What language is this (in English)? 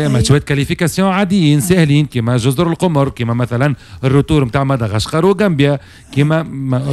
Tunisian Arabic